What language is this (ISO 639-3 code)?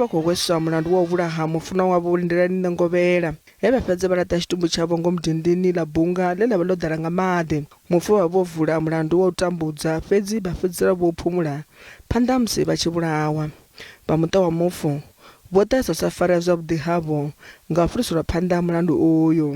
ven